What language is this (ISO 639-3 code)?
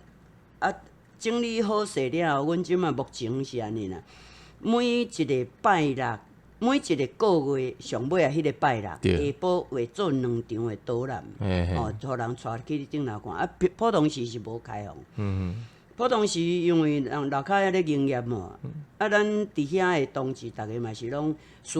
nan